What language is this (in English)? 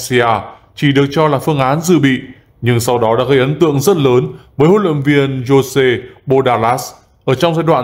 Vietnamese